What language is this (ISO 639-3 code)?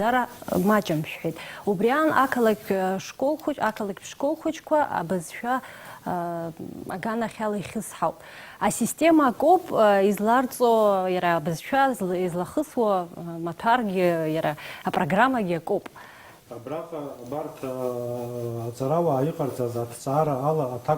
abk